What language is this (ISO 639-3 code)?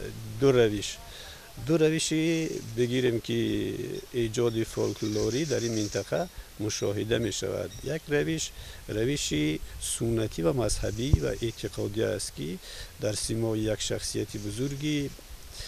tgk